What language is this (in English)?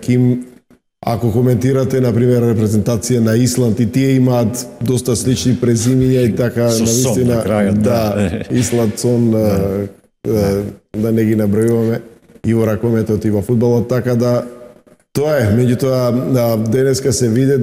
Macedonian